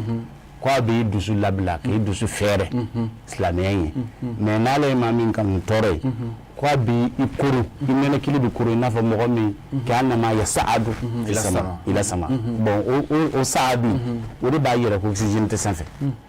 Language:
Bambara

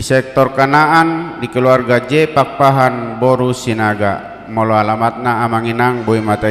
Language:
Batak Toba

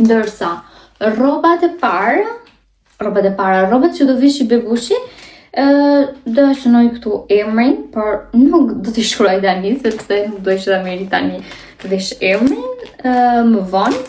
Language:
Albanian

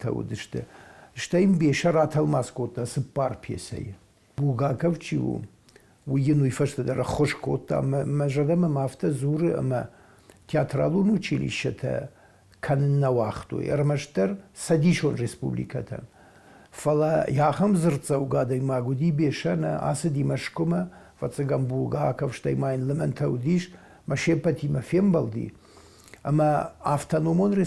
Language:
Ossetic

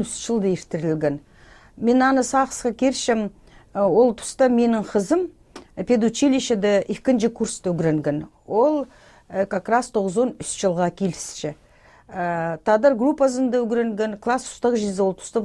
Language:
Khakas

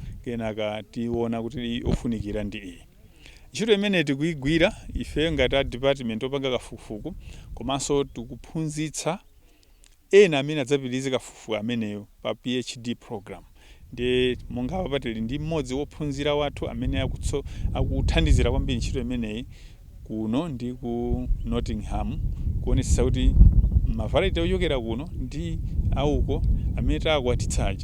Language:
Nyanja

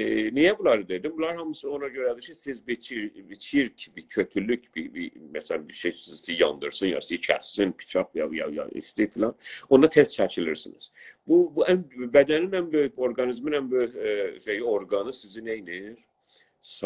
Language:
South Azerbaijani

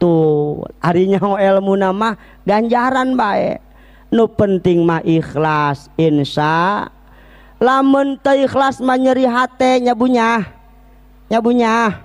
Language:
Sundanese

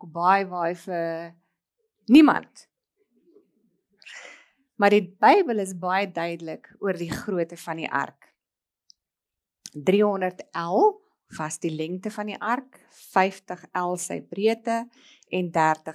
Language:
Afrikaans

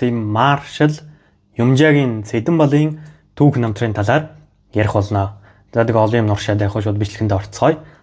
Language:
Mongolian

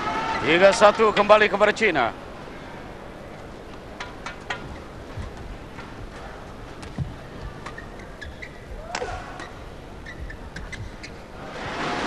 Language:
Malay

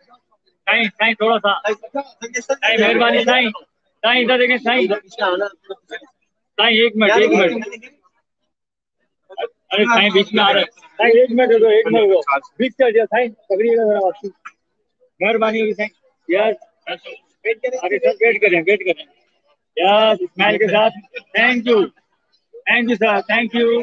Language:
Hindi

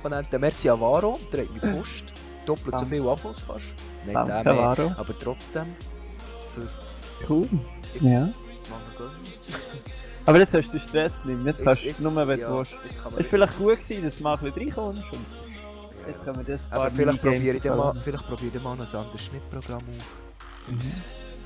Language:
Swiss German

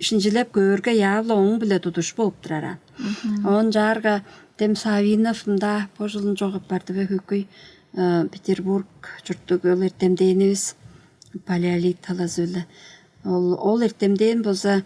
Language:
Tuvinian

